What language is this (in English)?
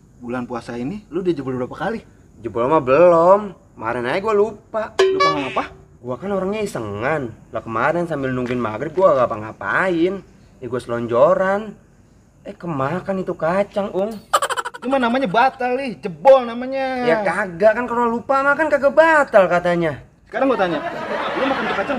Betawi